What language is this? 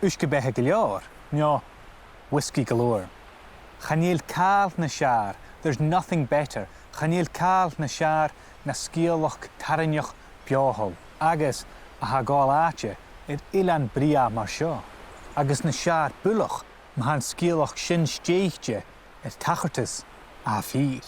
Scottish Gaelic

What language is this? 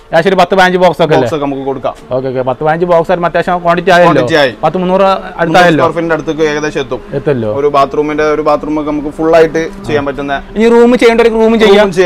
Malayalam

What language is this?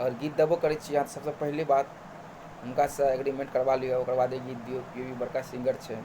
Maithili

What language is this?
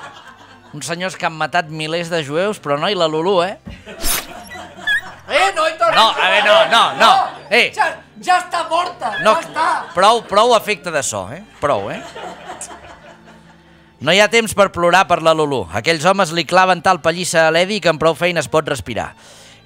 Catalan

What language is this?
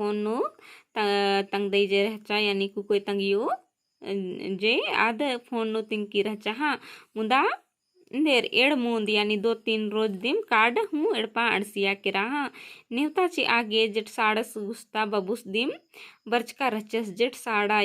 Kurukh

